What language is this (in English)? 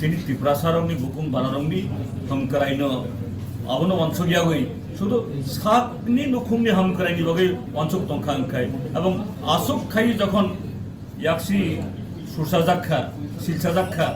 Kok Borok